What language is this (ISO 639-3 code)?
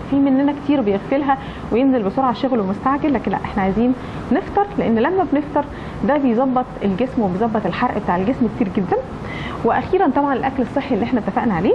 arz